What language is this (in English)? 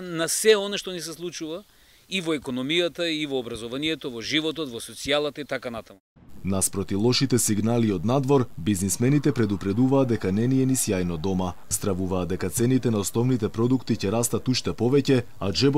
Macedonian